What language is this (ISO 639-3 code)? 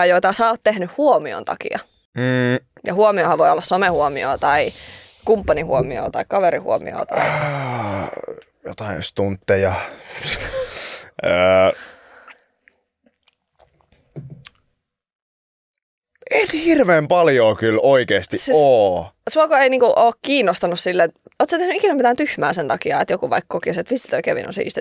fin